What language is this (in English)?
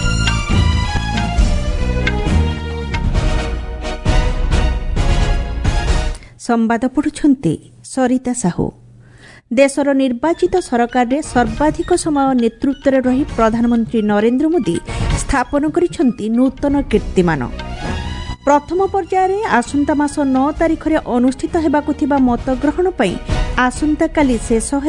Odia